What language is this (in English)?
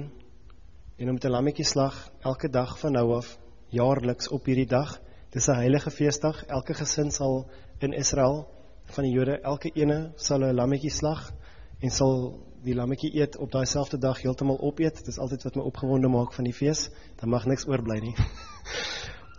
Afrikaans